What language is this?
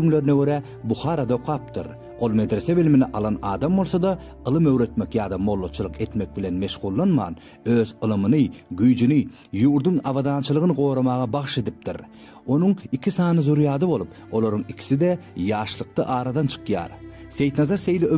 Turkmen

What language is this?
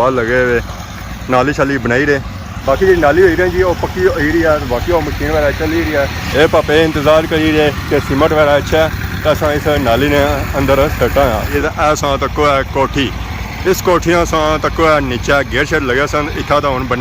Pahari-Potwari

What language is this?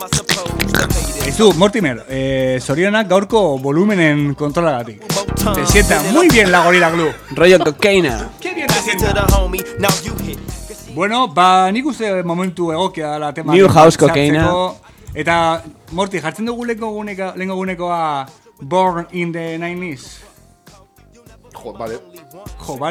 Basque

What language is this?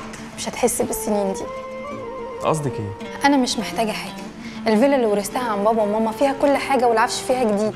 Egyptian Arabic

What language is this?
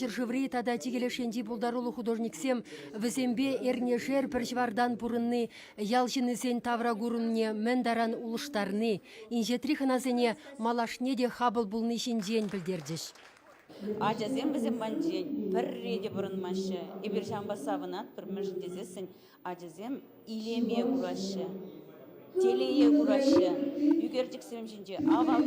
Chuvash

